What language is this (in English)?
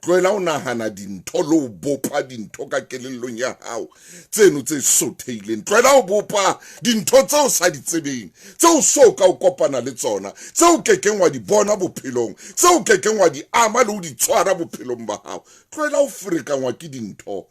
Southern Sotho